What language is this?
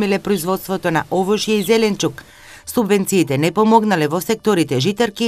Macedonian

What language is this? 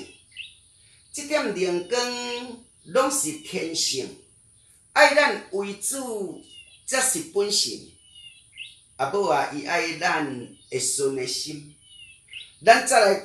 Min Nan Chinese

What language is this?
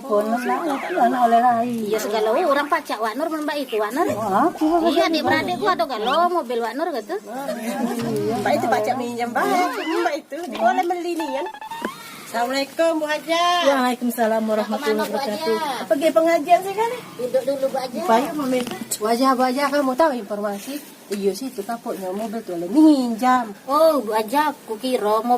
Musi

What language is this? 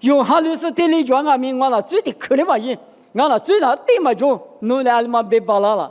Lisu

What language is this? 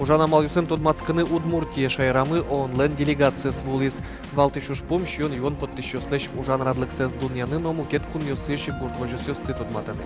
Udmurt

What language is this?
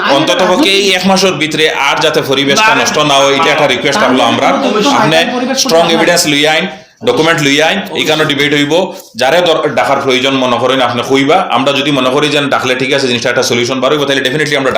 Sylheti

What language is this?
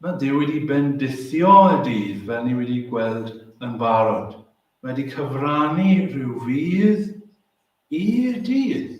Welsh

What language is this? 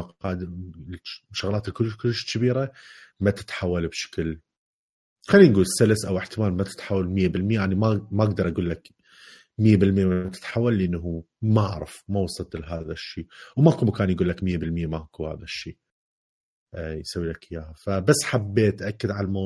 Mesopotamian Arabic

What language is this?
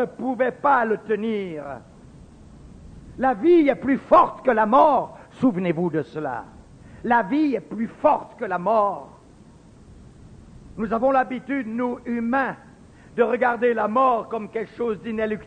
French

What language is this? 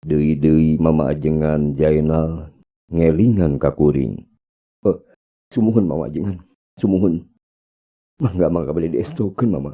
Sundanese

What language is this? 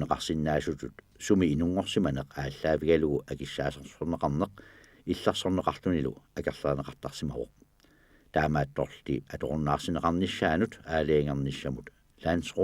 Kalaallisut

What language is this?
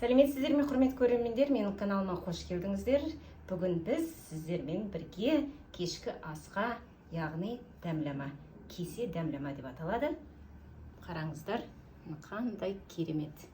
Kazakh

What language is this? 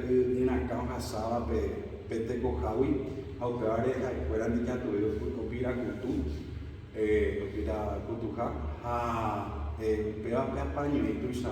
Guarani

